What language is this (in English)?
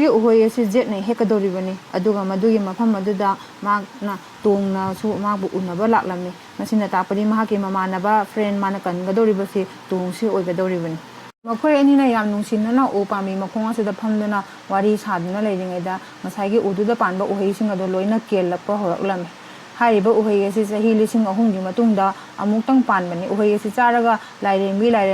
Manipuri